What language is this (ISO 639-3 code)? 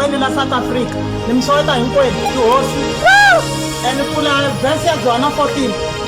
tso